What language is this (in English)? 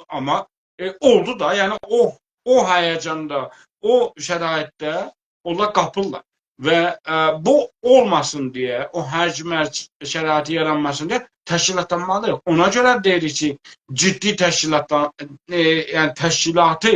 South Azerbaijani